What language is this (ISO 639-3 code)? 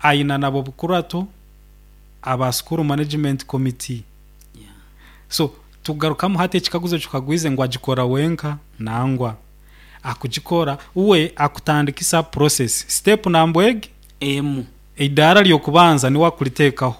nyo